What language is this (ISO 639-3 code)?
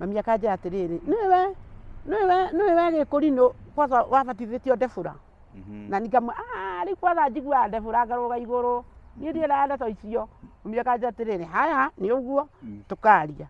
kik